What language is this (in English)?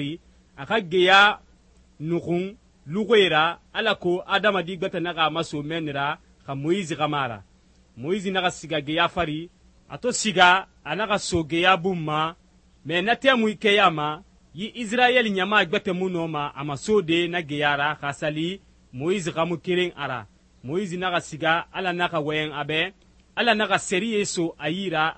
Susu